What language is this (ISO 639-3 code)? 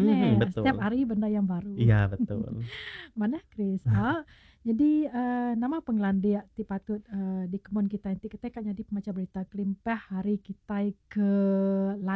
iba